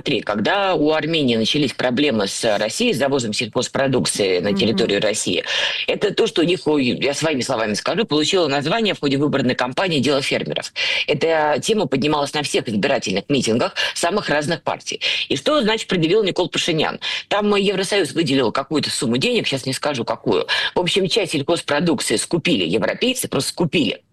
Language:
Russian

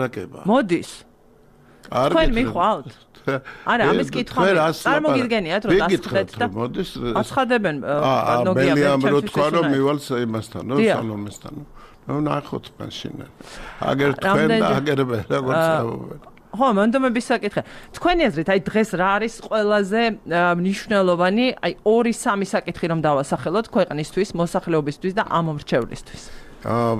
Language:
Georgian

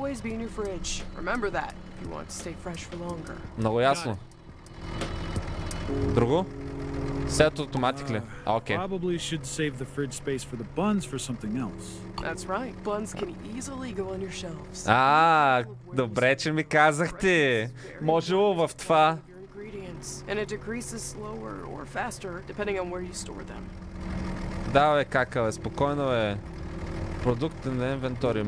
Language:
Bulgarian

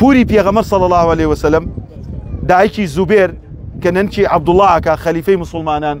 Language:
Central Kurdish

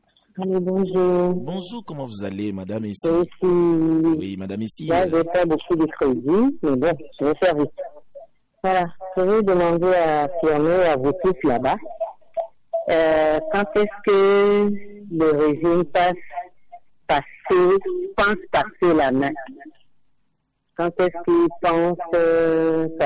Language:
French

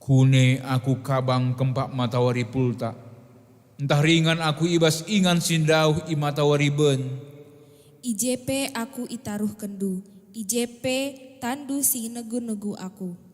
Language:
Batak Karo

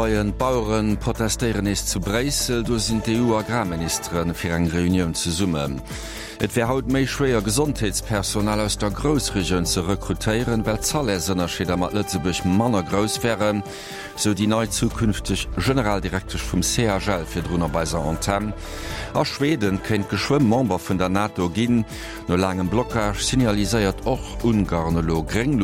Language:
Luxembourgish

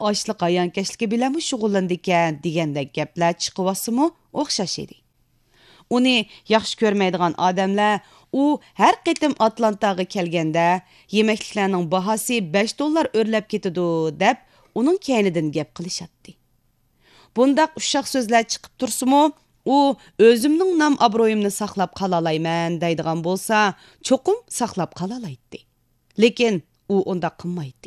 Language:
Uyghur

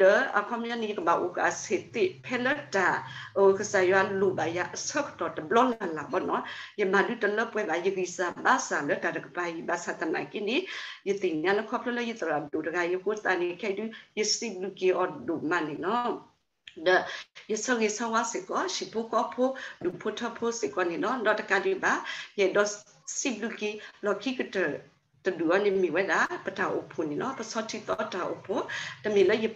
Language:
S'gaw Karen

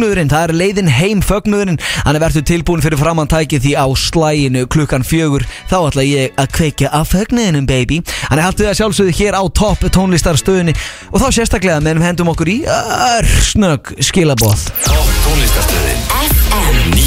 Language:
Icelandic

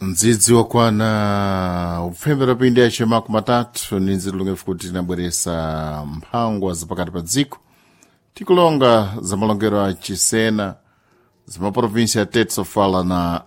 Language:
Sena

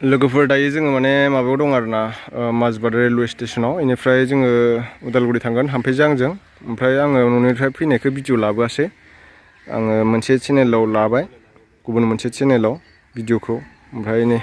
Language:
Bodo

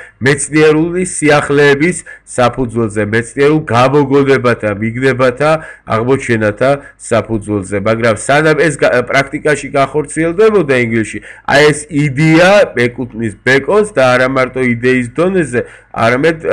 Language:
Georgian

